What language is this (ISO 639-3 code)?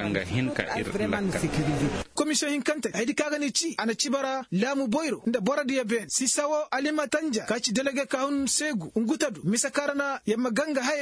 ses